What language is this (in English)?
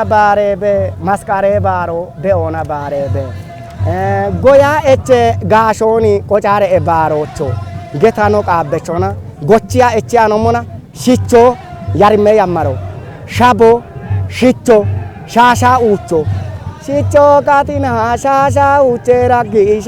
Kafa